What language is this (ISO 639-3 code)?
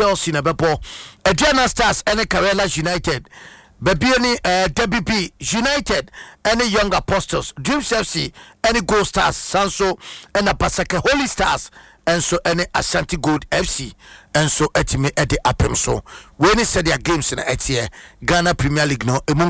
aka